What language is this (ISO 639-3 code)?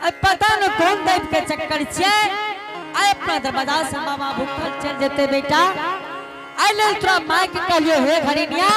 anp